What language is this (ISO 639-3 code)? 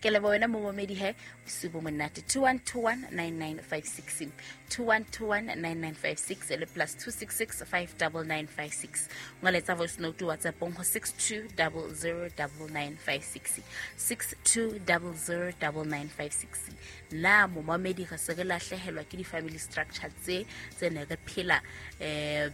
sot